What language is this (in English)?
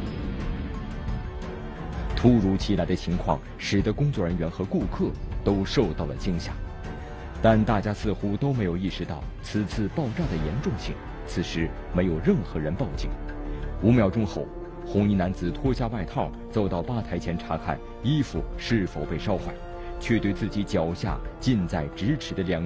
Chinese